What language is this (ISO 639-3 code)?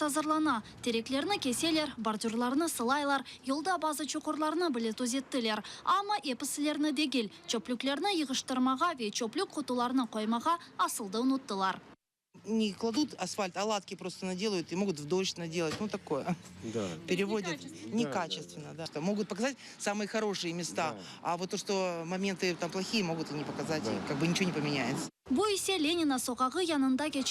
crh